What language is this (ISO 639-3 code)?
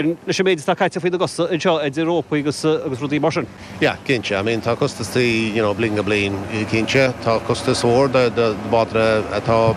gle